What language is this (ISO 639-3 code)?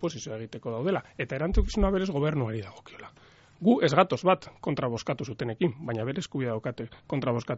eus